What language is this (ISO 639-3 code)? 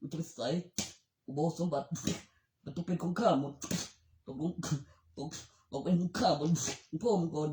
tts